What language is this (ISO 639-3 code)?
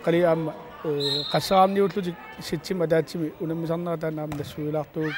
kal